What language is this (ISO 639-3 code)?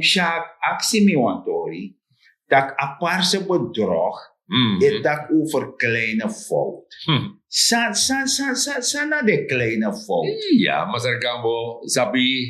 srn